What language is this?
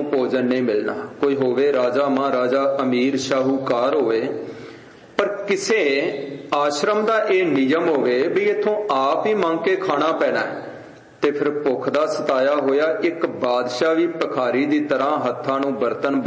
Punjabi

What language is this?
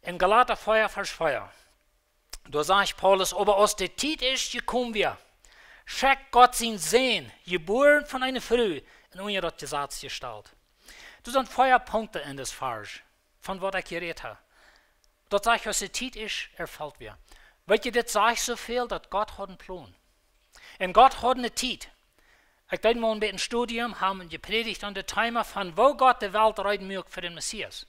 Plautdietsch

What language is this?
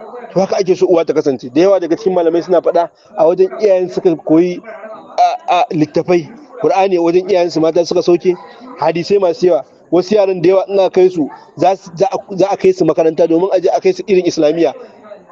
Hausa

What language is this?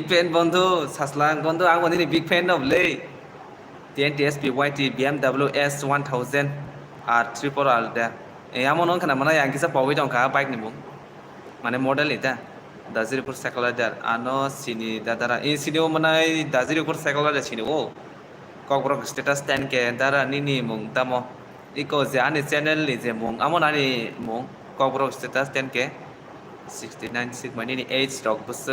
Kok Borok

